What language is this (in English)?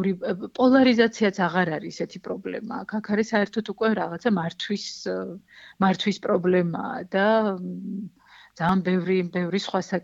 Georgian